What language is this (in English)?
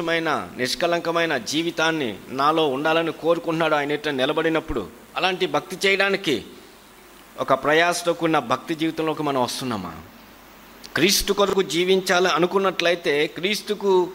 Telugu